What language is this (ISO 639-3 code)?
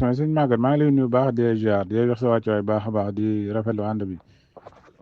wol